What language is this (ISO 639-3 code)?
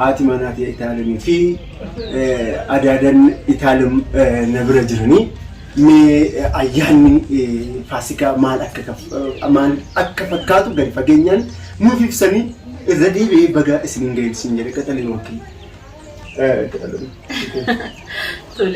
orm